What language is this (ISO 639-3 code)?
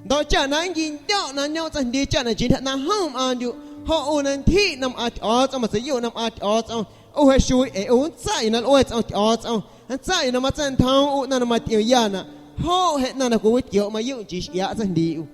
amu